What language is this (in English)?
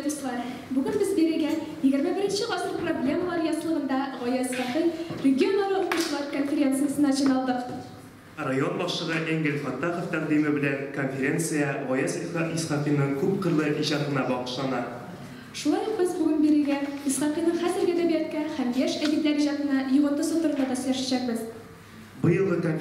Tatar